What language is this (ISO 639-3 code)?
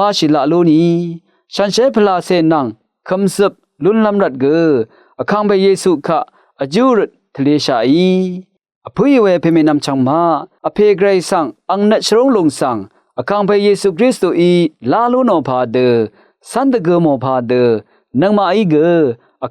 raw